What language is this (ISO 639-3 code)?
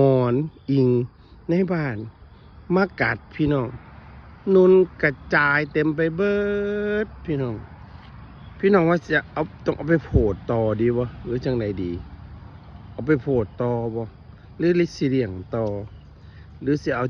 lao